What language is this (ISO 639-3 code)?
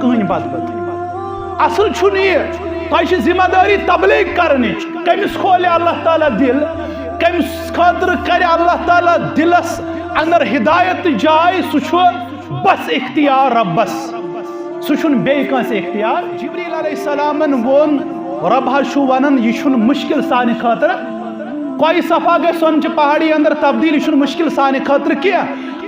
kas